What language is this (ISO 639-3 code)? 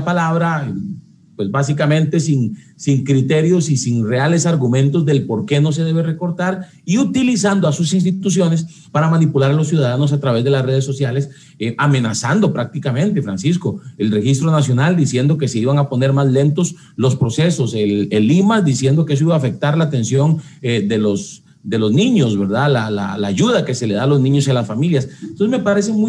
spa